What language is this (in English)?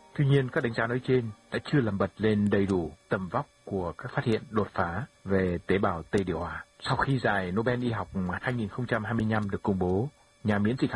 Vietnamese